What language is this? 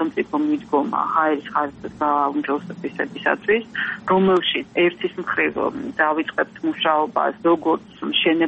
Georgian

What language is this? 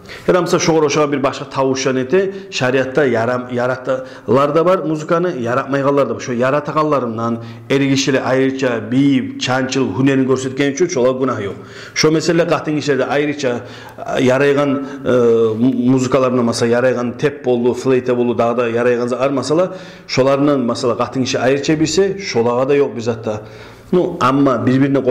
Kumyk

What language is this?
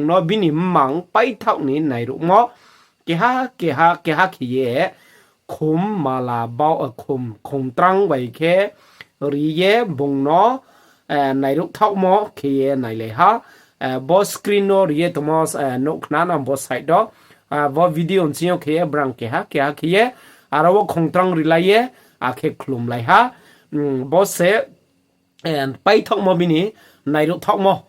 Riang (India)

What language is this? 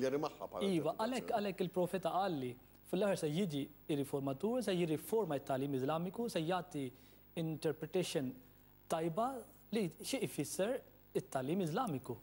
Maltese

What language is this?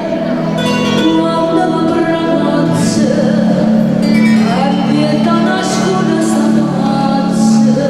Neapolitan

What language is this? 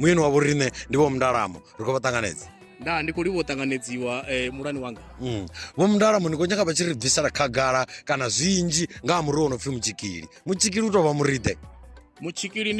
Venda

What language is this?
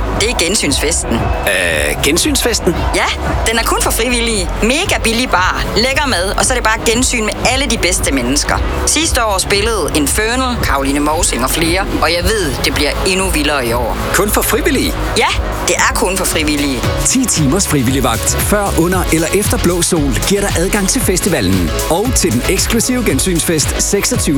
Danish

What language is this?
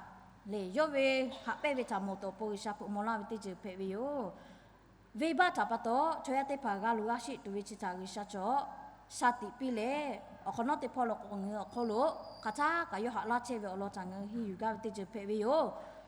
Lahu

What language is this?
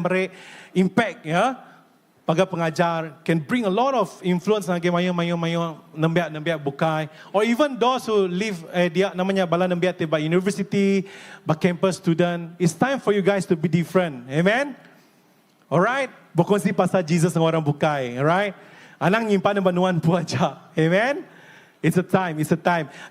Iban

